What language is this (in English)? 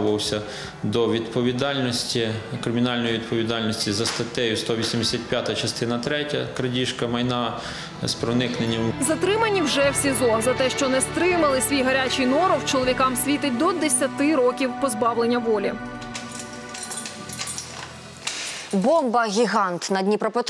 Ukrainian